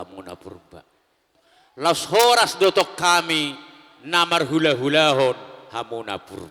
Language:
Batak Toba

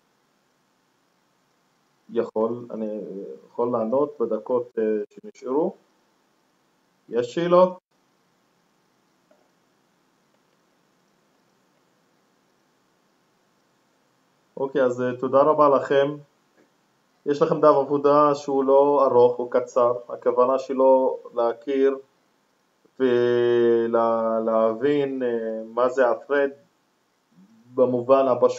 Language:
Hebrew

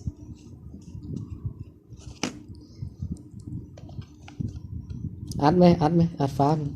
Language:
Lao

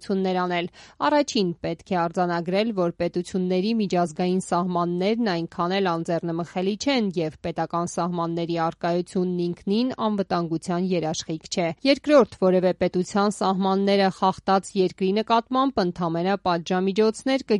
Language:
Armenian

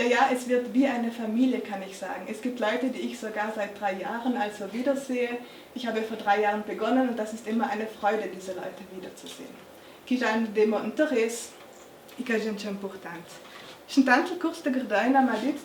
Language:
Ladin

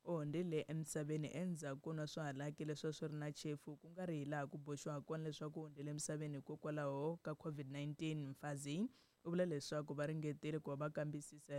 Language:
Tsonga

